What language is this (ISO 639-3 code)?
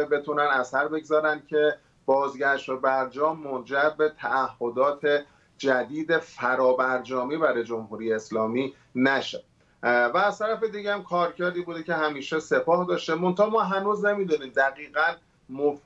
fas